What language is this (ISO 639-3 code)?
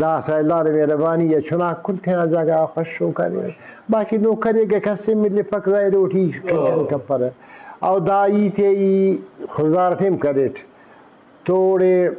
brh